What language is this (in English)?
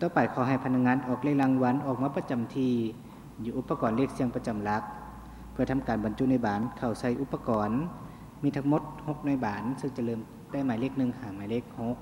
Lao